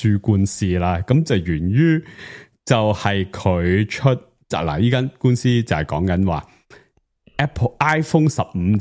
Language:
Cantonese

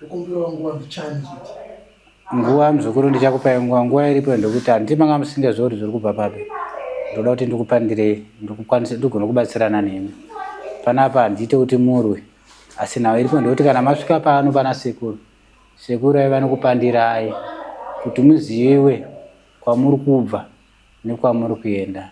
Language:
Shona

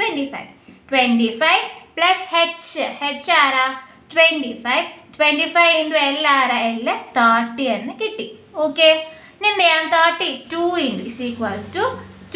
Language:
Malayalam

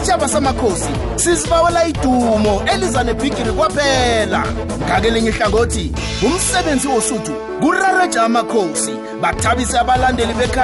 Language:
South Ndebele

